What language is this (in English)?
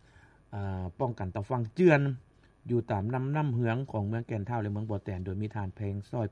Lao